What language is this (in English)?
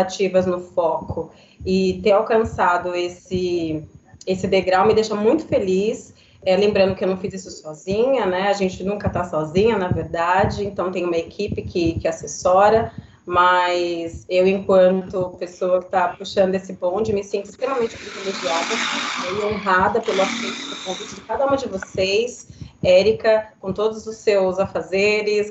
Portuguese